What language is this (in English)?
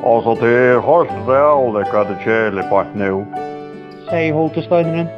Faroese